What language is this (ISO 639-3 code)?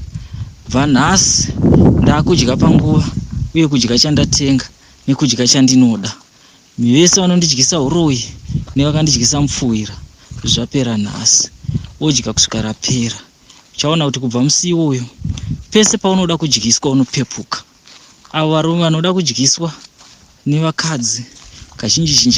sna